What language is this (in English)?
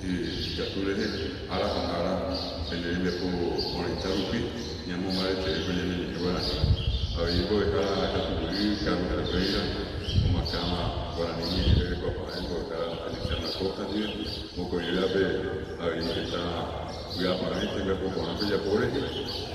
Guarani